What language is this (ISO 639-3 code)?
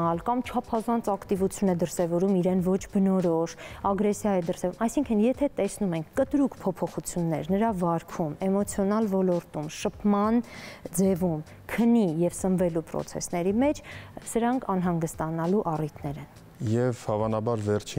hye